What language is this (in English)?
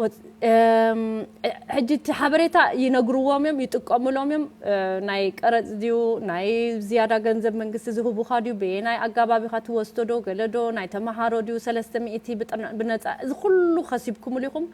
Tigrinya